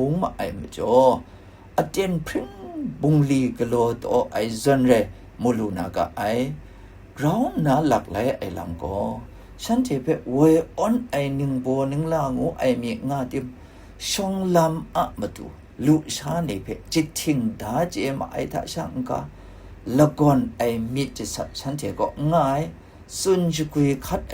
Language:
Kachin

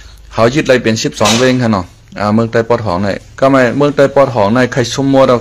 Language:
Shan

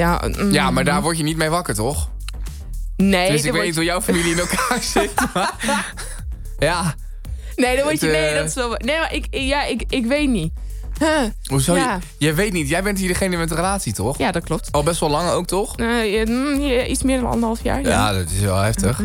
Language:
Dutch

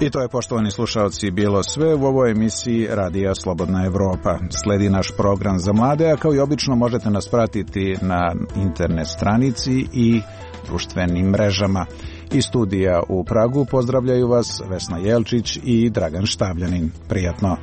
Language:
Serbian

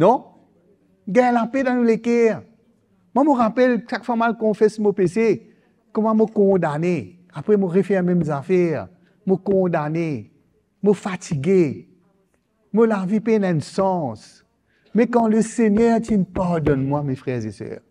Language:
Morisyen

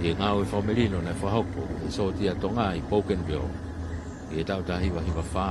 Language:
Tongan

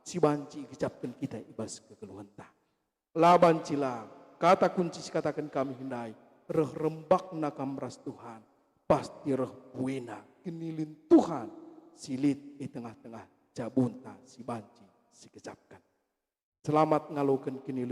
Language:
Batak Karo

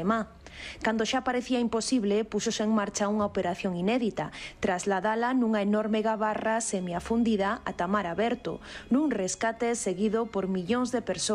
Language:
Galician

